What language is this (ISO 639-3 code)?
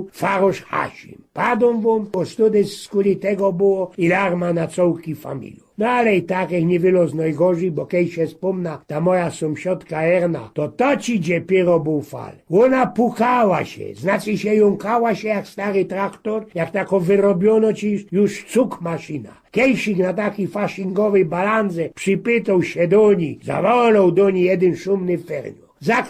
szl